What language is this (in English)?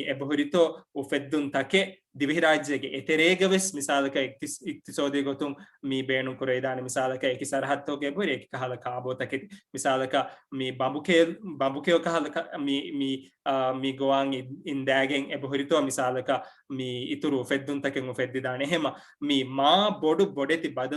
Divehi